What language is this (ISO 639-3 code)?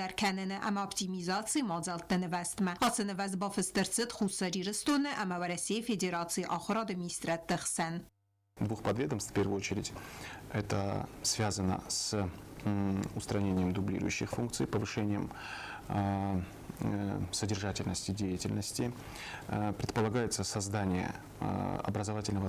oss